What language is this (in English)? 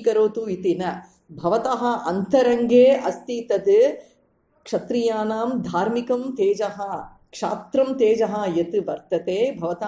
Sanskrit